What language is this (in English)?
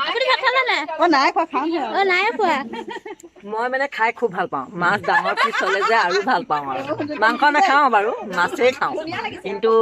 Assamese